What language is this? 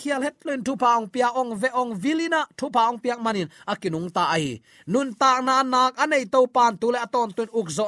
Tedim Chin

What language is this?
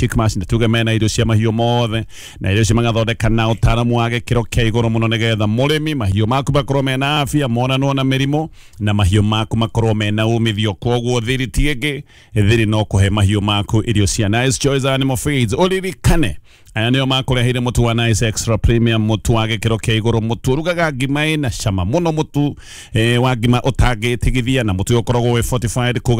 Kikuyu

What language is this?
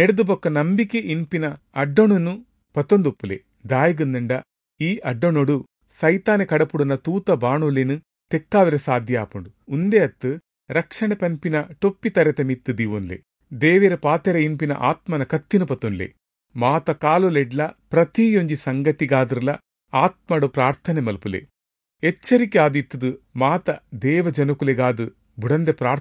Tulu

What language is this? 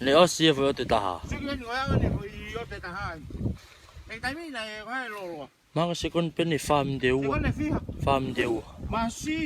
Tongan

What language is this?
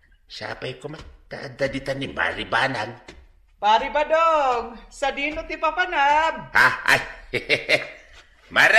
Iloko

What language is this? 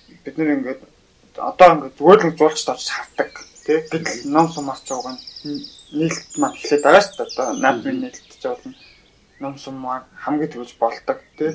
Mongolian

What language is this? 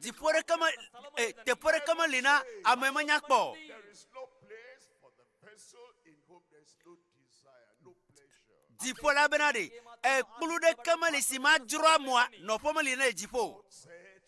Ewe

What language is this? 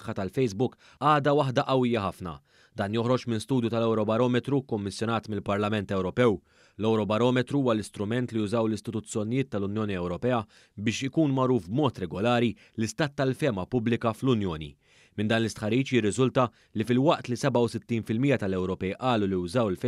Maltese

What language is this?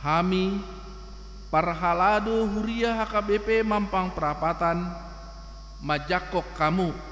Batak Toba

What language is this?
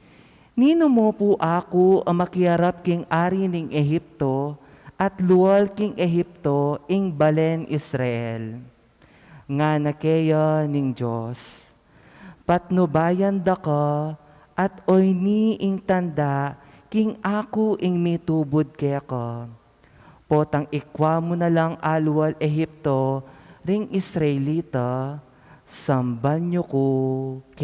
Pampanga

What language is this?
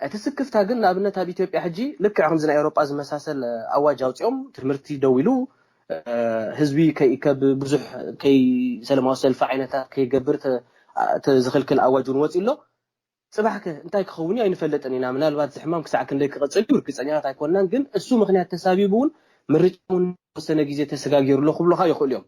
Tigrinya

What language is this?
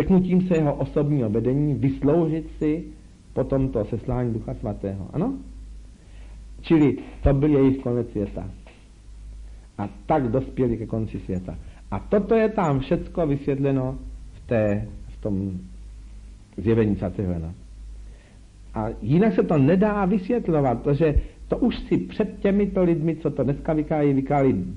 Czech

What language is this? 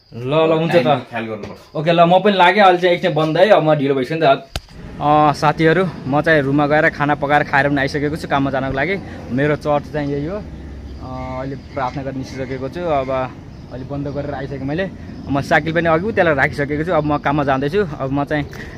Nepali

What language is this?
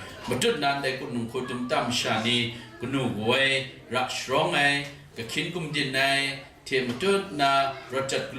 Kachin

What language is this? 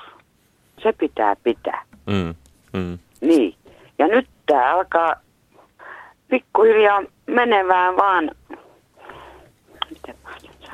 Finnish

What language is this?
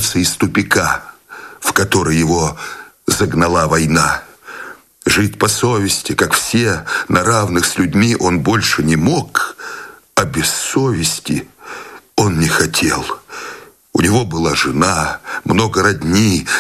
Russian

